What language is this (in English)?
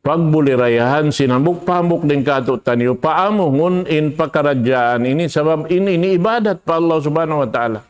Tausug